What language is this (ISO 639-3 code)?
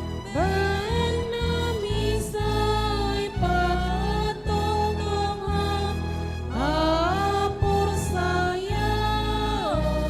bts